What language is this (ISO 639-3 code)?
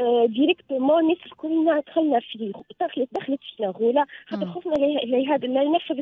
aeb